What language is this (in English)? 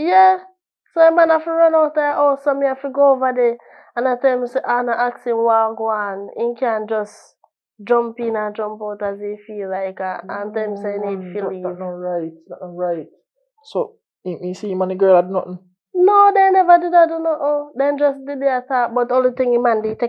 Jamaican Creole English